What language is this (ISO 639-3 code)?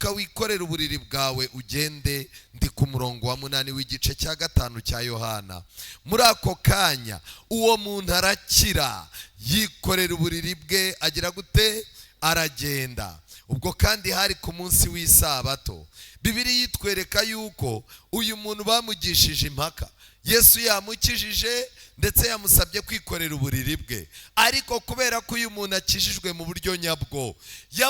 kin